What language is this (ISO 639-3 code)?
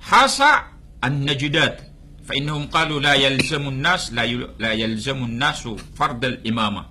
mrw